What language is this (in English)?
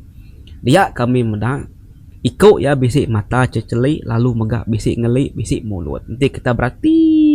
Iban